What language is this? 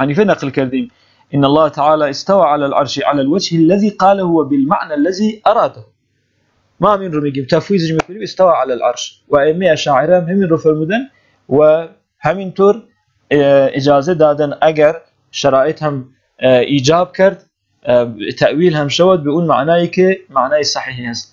Persian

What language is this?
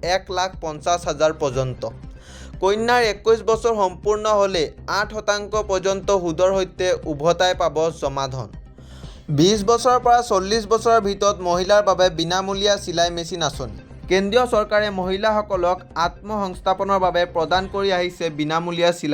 Assamese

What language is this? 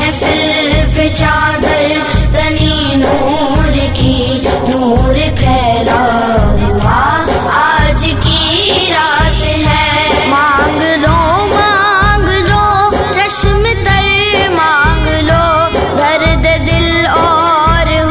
Urdu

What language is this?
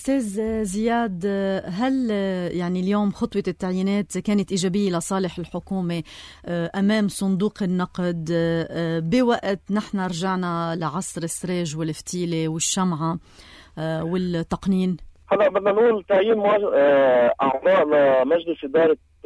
North Levantine Arabic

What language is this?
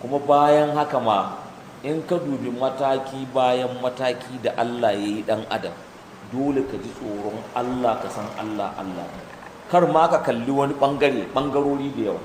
Hausa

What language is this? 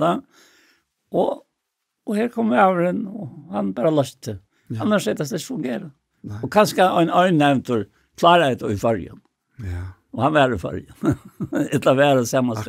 Faroese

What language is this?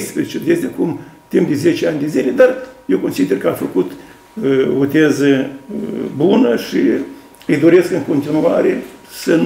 Romanian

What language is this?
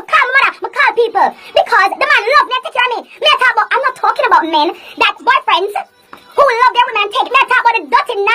Jamaican Creole English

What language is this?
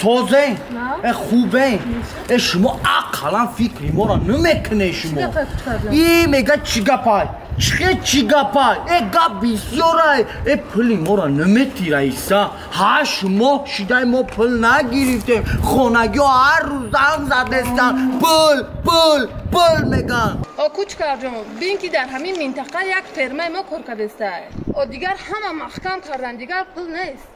Tajik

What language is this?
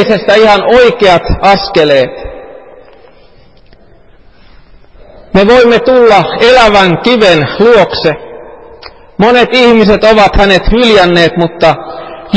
Finnish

